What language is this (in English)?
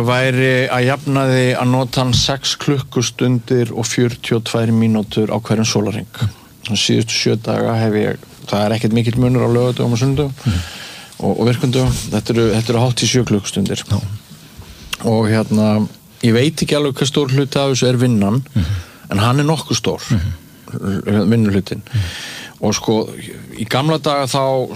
Icelandic